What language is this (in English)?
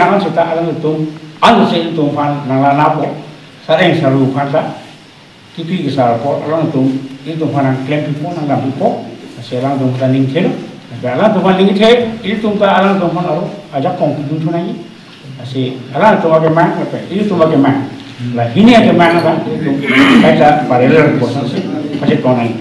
Karbi